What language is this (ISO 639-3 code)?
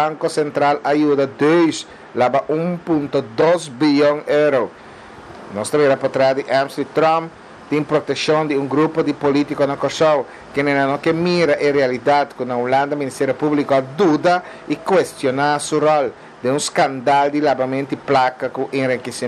pap